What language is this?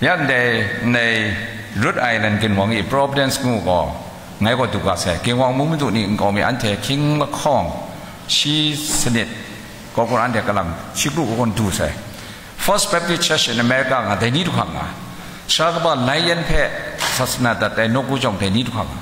Kachin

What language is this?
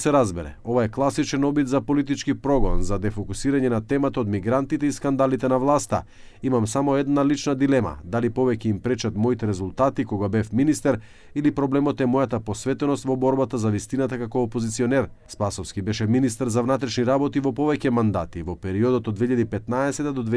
Macedonian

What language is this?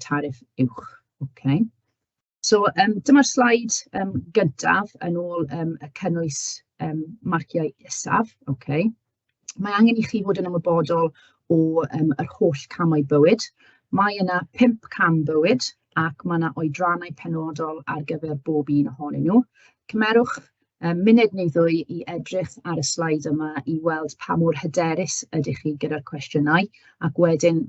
Welsh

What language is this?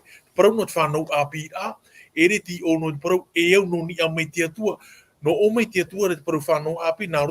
Tahitian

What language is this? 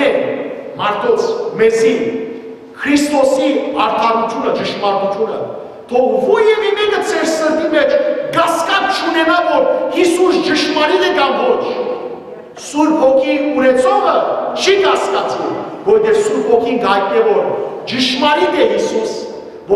Western Armenian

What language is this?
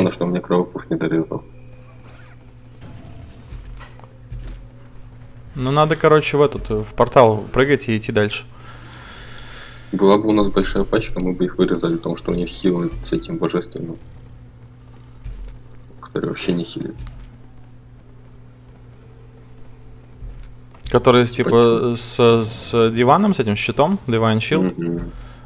Russian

